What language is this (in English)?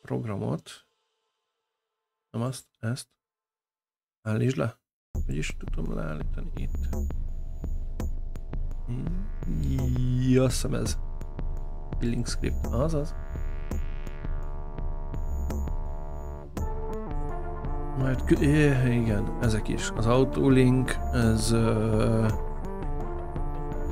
Hungarian